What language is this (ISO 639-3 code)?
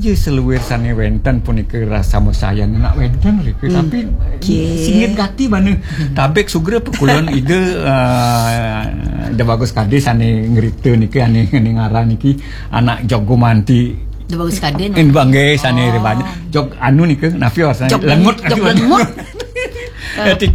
ban